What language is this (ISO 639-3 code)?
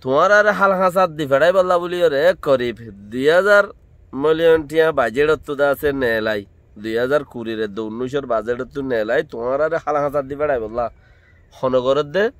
rhg